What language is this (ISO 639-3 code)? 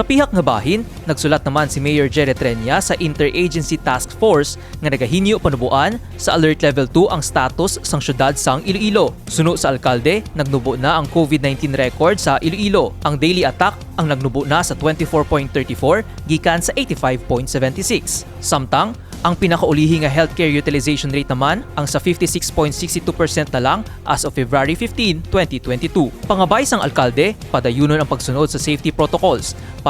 hil